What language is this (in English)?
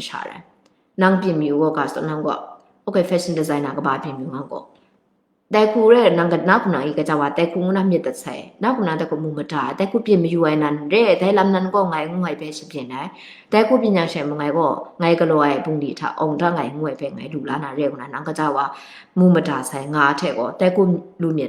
Kachin